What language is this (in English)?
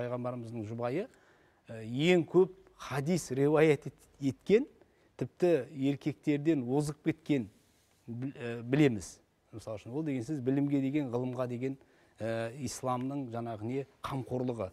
Kazakh